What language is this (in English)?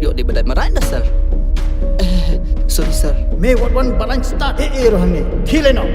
Khasi